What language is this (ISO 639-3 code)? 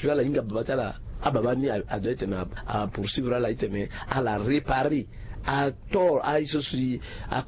sag